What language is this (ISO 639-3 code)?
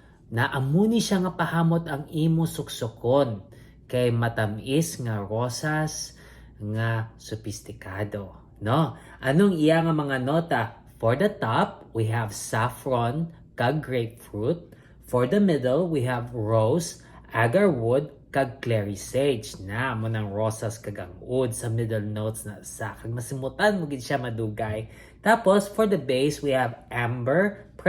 hil